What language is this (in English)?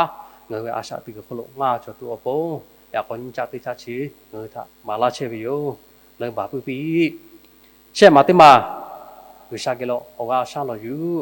Lahu